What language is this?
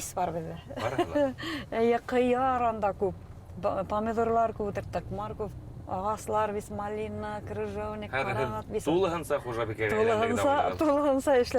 Bashkir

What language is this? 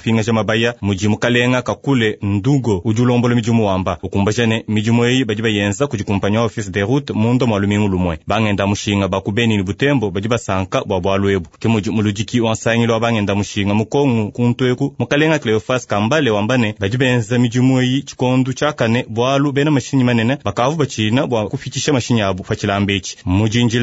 Luba-Lulua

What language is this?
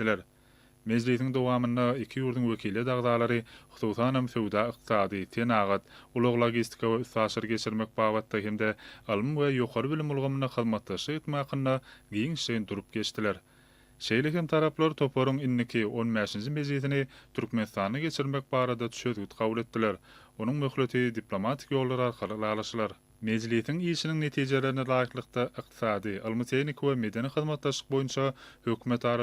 Turkmen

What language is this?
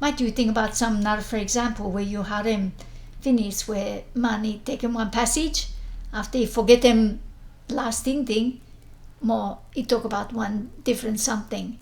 Bislama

